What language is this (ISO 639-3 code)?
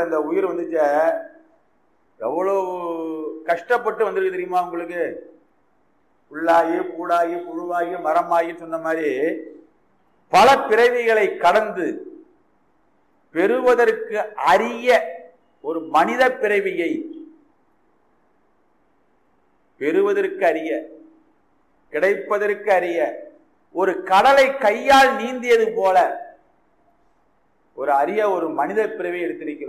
tam